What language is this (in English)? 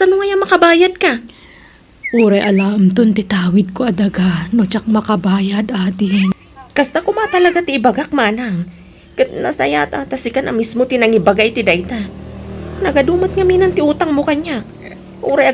Iloko